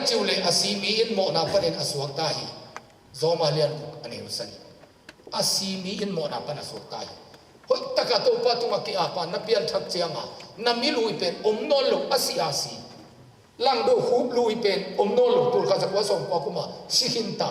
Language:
Tedim Chin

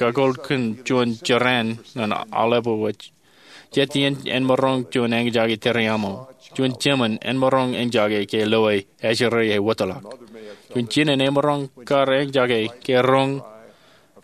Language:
Marshallese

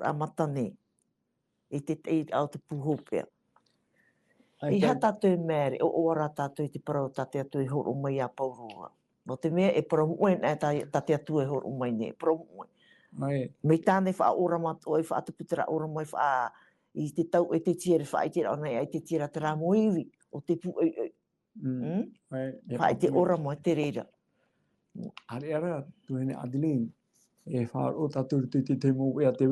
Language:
Tahitian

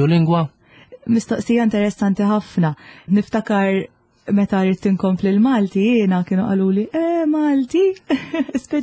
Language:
Maltese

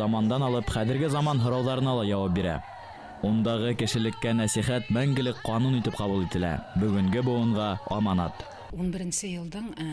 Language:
Bashkir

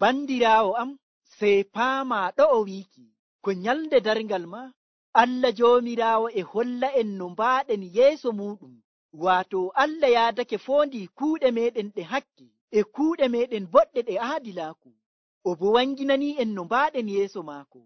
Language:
Nigerian Fulfulde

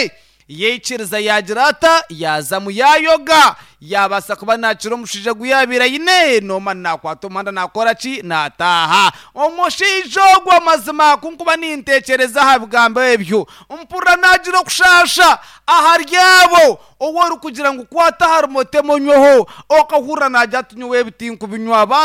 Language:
Nyankole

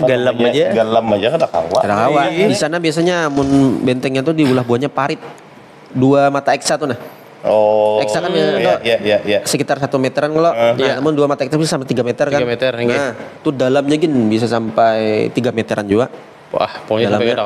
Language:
Banjar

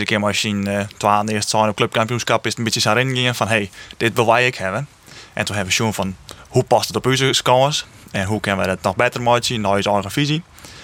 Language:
Western Frisian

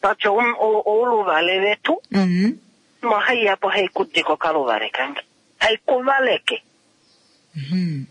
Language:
Kuanyama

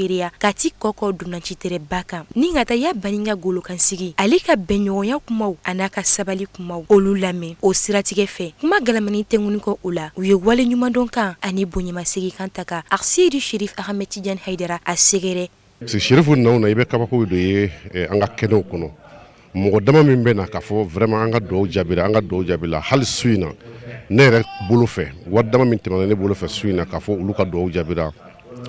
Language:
Bambara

